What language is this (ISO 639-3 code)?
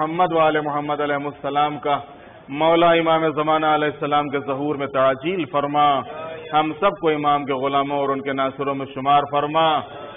urd